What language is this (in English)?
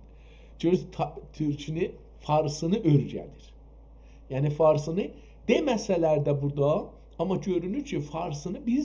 South Azerbaijani